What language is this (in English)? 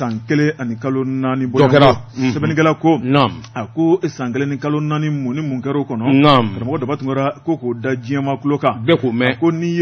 Bambara